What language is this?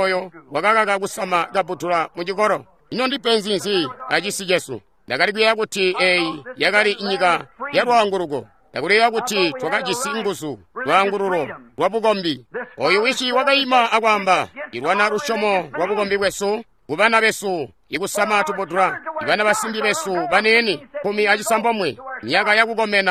Tonga (Zambia)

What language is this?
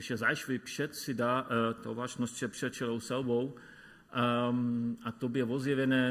Upper Sorbian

